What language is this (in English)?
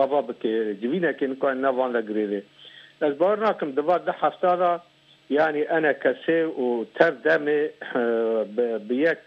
Kurdish